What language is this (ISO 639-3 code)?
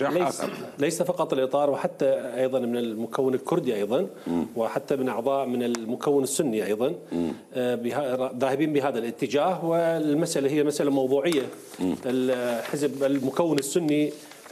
acm